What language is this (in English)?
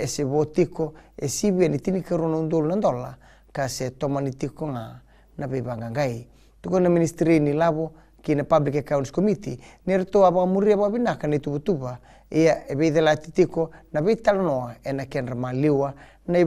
Fijian